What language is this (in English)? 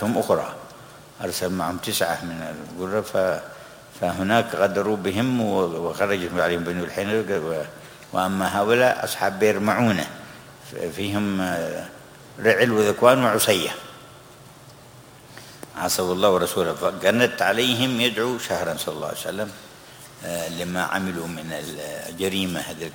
Arabic